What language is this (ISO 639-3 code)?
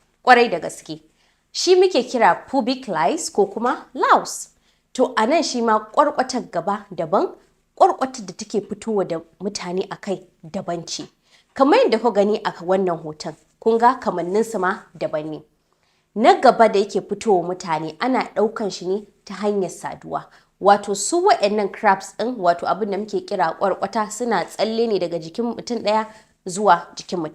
hau